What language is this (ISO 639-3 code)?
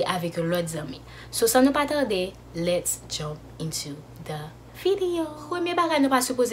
hat